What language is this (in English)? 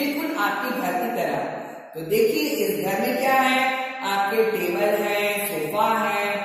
Hindi